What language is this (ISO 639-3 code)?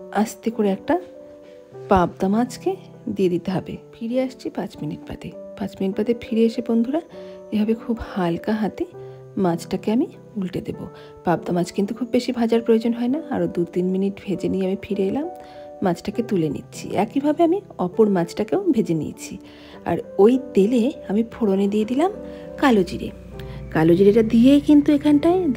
ben